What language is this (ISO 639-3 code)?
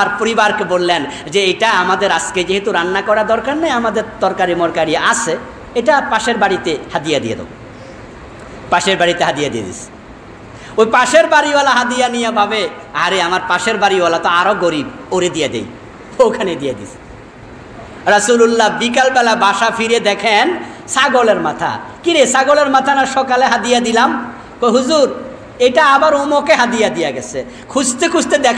ben